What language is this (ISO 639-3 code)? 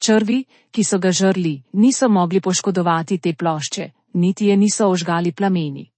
slv